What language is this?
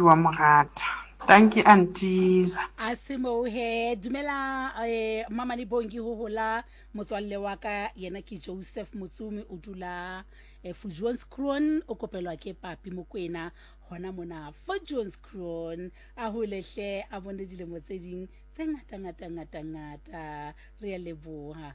Southern Sotho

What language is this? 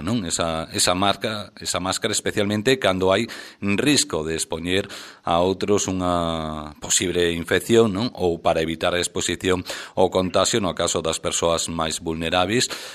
Galician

